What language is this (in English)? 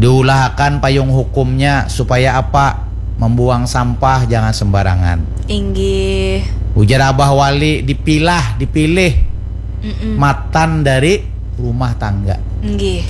Banjar